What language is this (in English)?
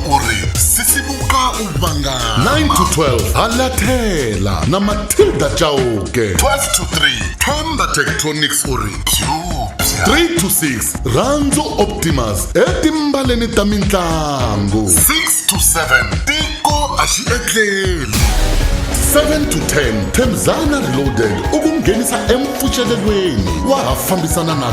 Tsonga